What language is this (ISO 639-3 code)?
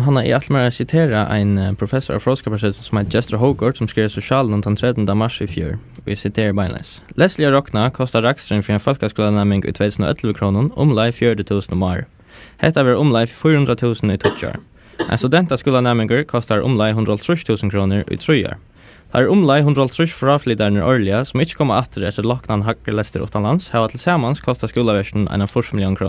fao